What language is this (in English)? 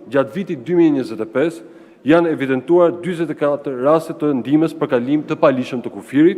Albanian